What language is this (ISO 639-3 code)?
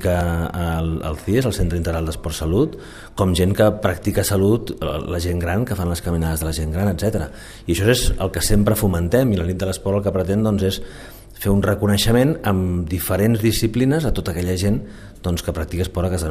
cat